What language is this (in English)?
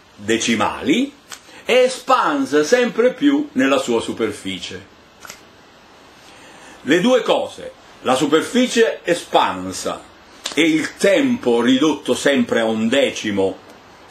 Italian